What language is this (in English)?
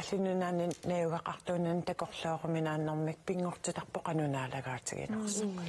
Kalaallisut